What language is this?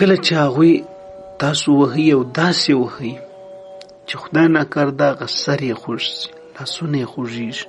Pashto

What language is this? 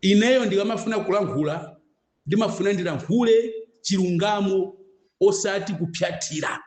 Nyanja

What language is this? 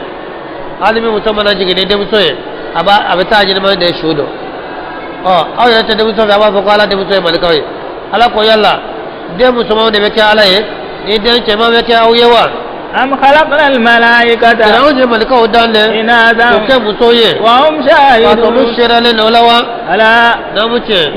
Bambara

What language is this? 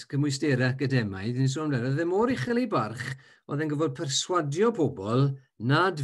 Welsh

